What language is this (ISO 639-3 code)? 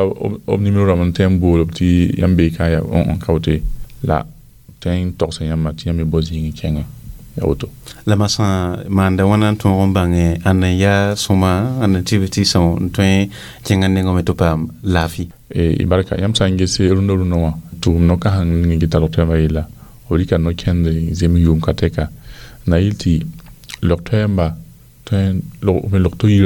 mos